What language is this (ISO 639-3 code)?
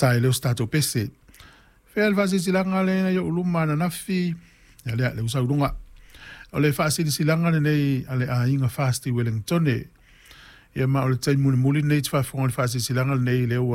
smo